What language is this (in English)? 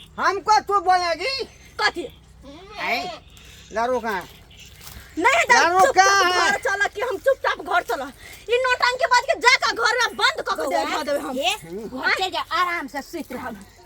Maithili